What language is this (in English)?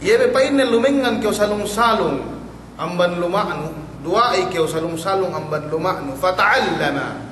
Yakan